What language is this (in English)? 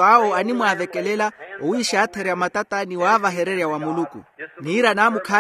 Makhuwa